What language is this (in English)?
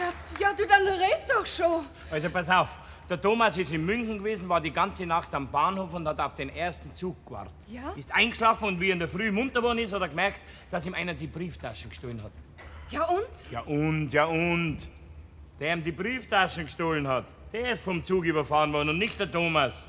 Bavarian